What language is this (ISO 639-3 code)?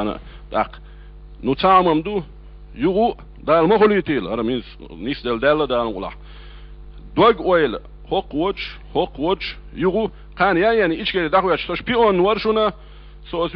che